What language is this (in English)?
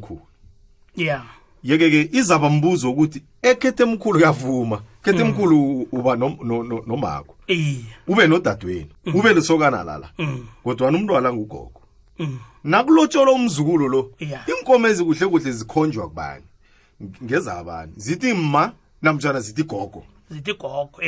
South Ndebele